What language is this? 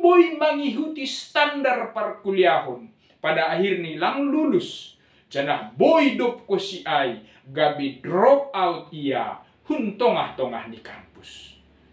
Batak Simalungun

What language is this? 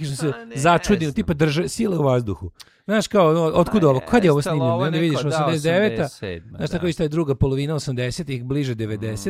Serbian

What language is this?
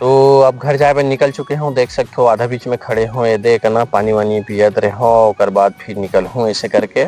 Chhattisgarhi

